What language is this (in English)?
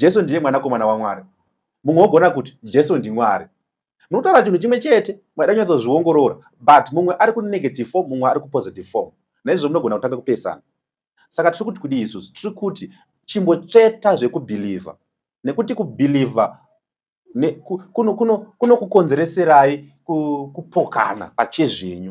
Shona